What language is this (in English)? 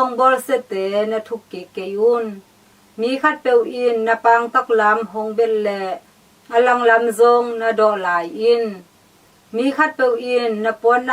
Tedim Chin